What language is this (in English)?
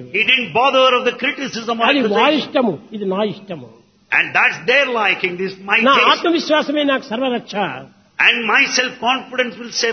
Telugu